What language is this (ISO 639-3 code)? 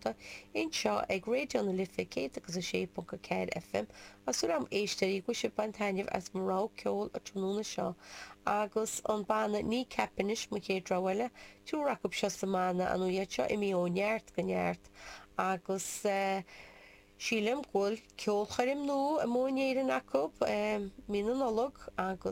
gle